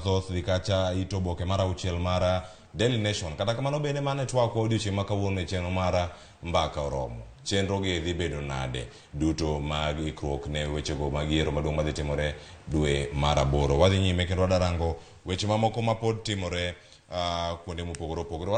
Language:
Luo (Kenya and Tanzania)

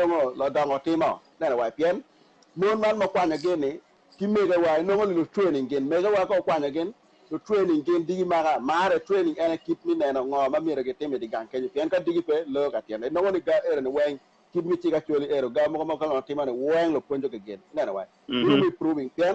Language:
Acoli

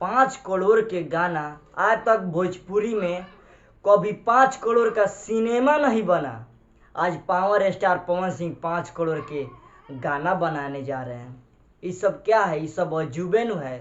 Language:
Bhojpuri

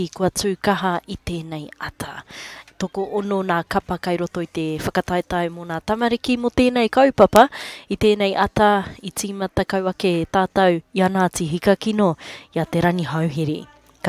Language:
Māori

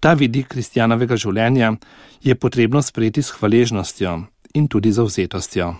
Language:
Slovenian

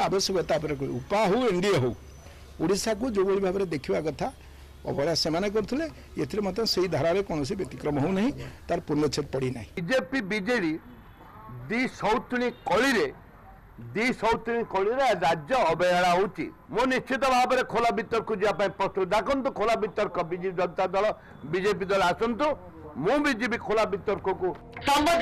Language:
Odia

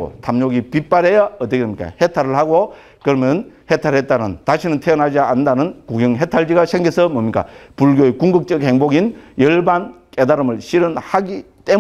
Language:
Korean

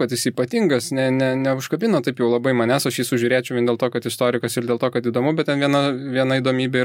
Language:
Lithuanian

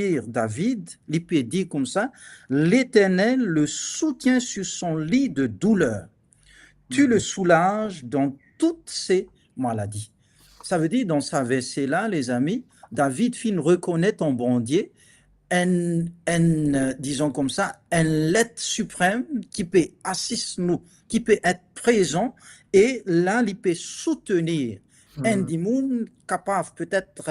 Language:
Morisyen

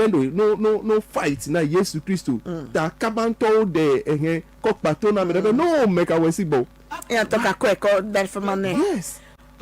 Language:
Ewe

